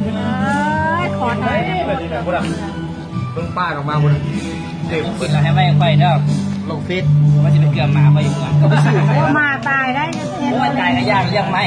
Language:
Lao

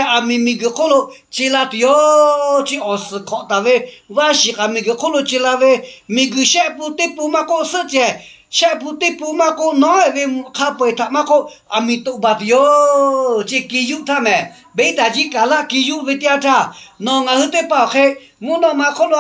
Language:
Lahu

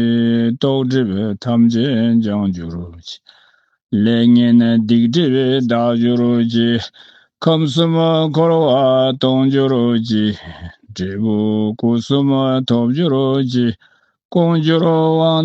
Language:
Tibetan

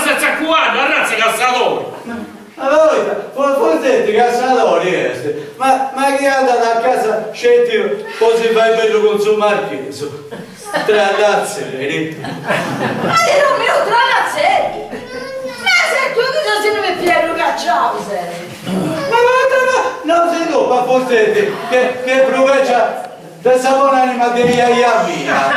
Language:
Sardinian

